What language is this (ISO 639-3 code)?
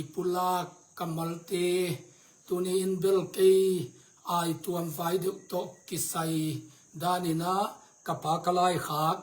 ctd